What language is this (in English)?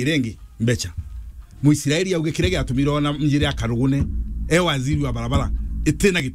Meru